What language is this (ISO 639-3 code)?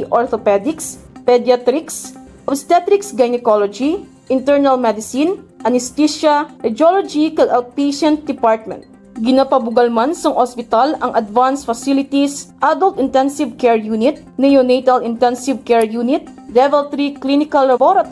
hil